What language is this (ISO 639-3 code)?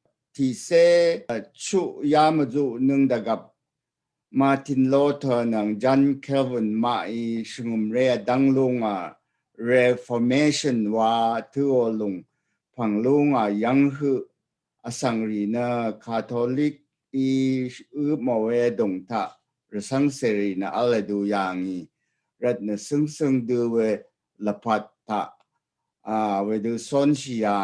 raw